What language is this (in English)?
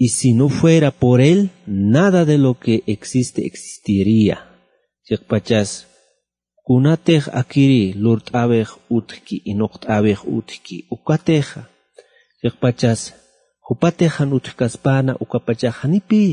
Aymara